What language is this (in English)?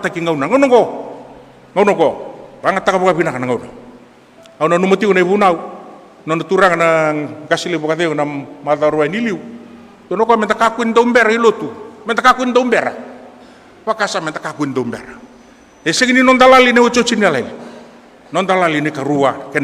Fijian